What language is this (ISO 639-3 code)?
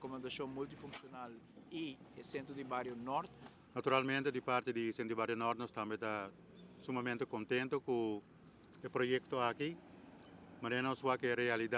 pap